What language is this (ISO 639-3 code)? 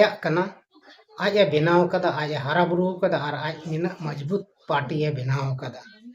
sat